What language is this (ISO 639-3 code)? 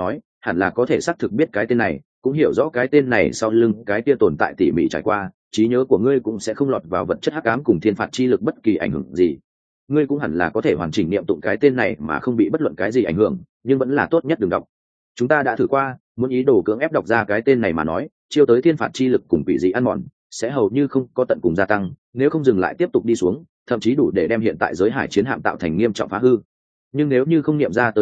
vie